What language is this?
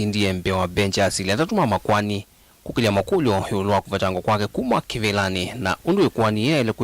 Kamba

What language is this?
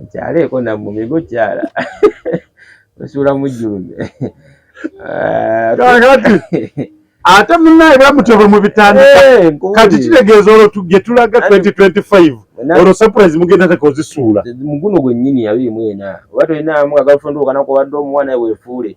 Ganda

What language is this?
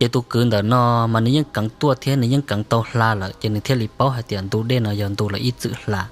Hmong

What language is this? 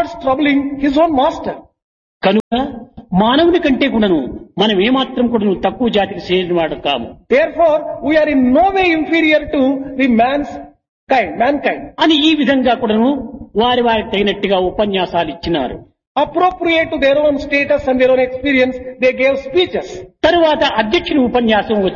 Telugu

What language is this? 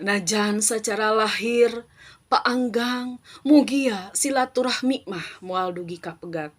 Sundanese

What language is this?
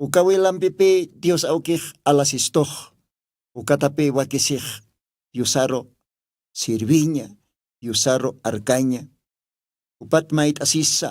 Aymara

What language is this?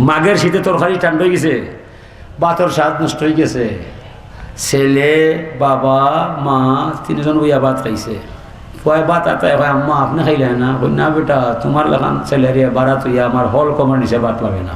Sylheti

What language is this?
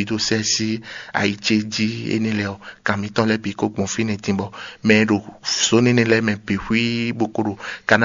Fon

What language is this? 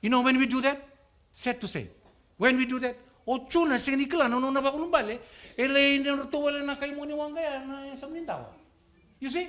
Fijian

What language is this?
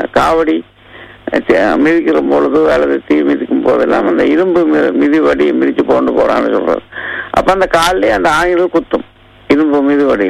Tamil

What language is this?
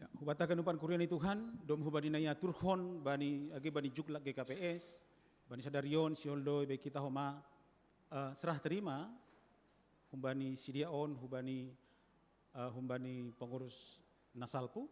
Batak Simalungun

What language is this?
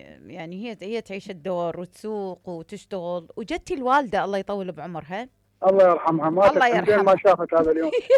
Mesopotamian Arabic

